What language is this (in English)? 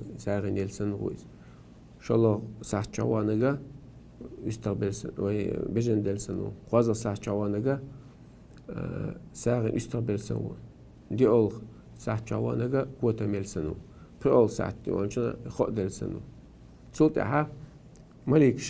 Chechen